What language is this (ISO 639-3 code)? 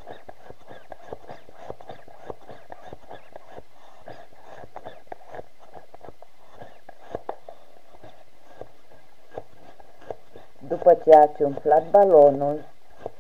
ron